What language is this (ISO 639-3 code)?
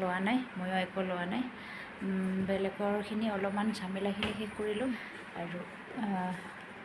asm